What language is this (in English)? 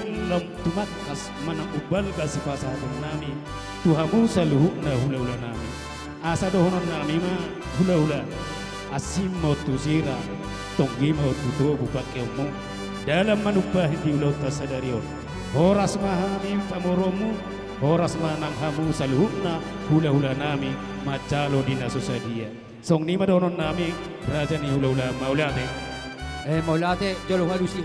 Batak Toba